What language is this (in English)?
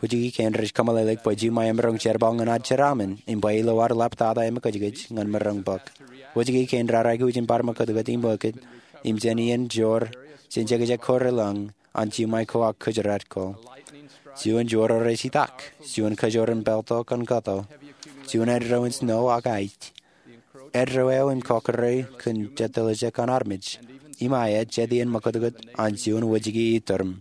Marshallese